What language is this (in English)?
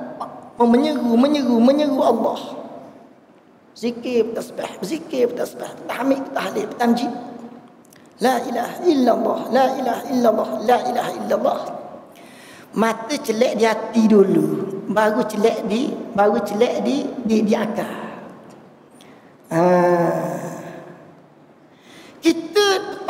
Malay